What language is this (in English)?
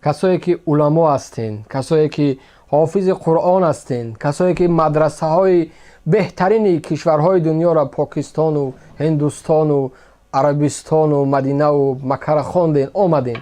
Tajik